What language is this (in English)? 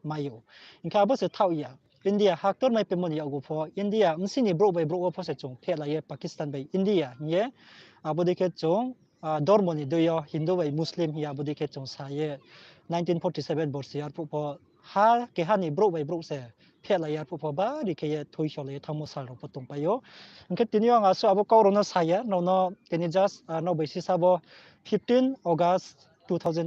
Riang (India)